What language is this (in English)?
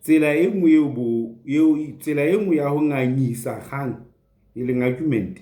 Southern Sotho